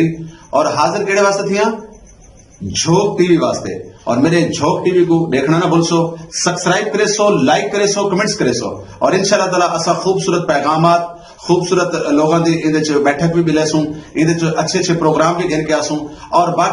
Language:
Saraiki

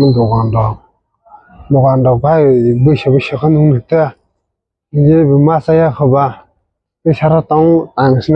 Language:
Kok Borok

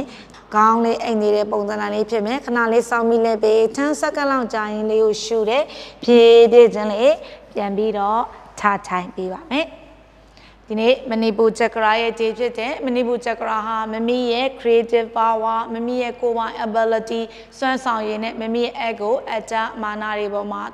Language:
Burmese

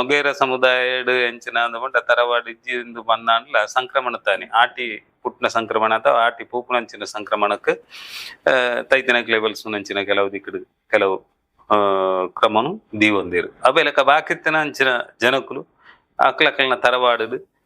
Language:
Tulu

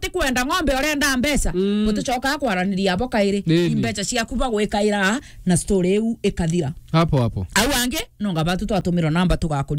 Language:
Meru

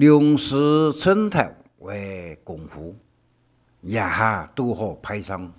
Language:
Hakka Chinese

